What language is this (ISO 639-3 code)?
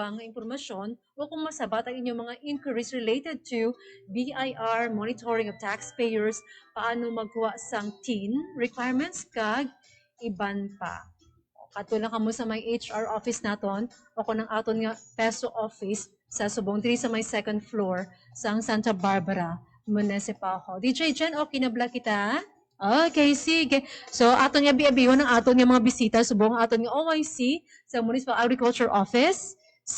hil